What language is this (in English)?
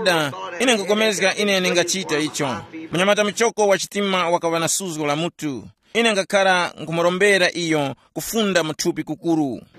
Tumbuka